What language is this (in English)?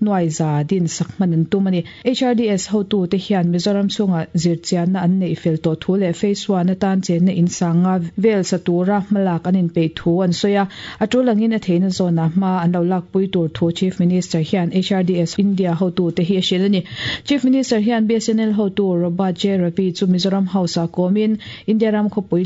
Mizo